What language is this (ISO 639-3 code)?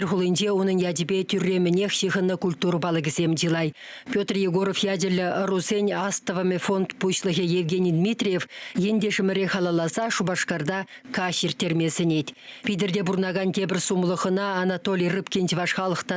chv